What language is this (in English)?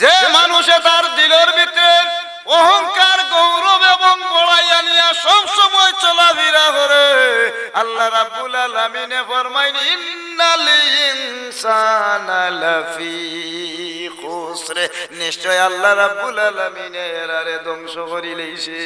Sylheti